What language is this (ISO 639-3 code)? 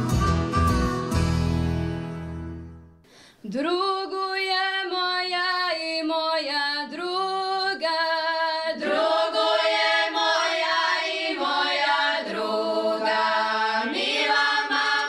hrv